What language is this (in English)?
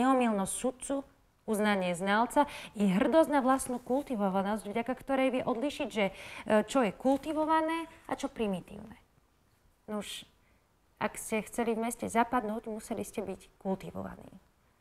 Slovak